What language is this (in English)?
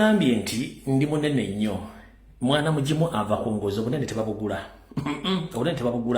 Ganda